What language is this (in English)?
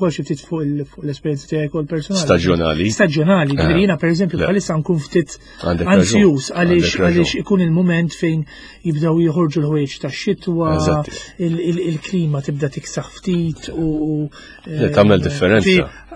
Maltese